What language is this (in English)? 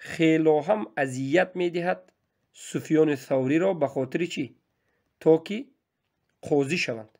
Tajik